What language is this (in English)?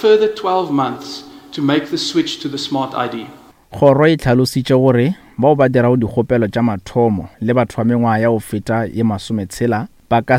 Northern Sotho